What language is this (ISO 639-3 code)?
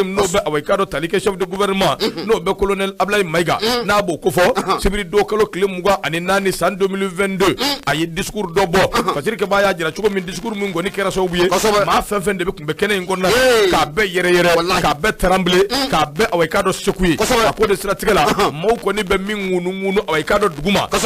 bam